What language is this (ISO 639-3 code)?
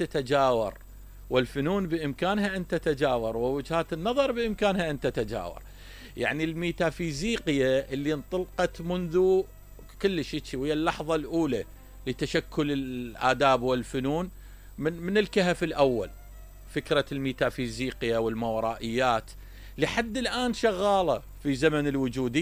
acm